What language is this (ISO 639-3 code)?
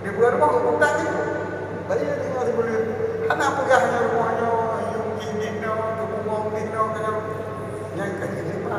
ace